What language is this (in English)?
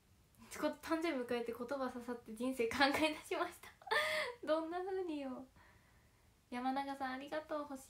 Japanese